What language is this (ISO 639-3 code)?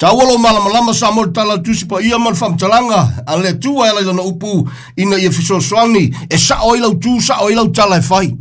smo